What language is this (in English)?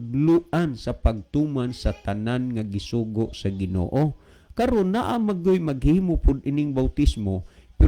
Cebuano